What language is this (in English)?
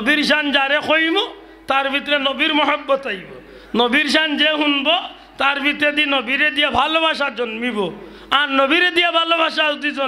Sylheti